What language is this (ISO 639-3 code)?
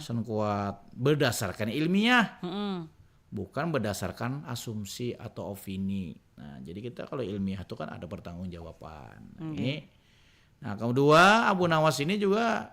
bjn